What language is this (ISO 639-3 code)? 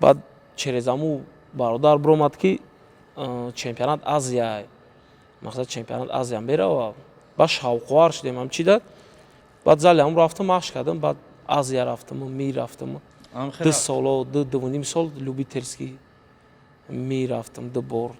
tgk